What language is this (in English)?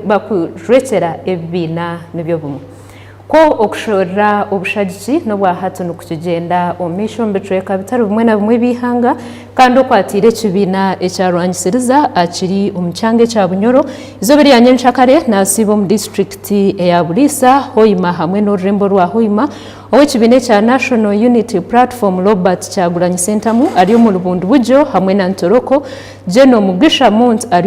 Nyankole